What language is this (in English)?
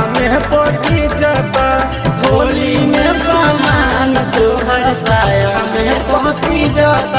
Bhojpuri